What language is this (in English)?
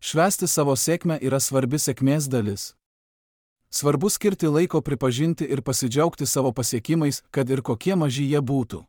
Lithuanian